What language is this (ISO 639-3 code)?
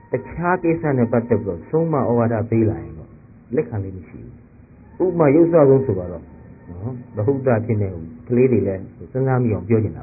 mya